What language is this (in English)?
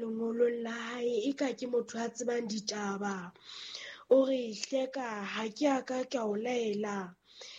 Southern Sotho